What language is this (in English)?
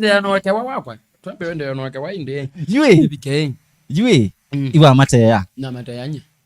Kamba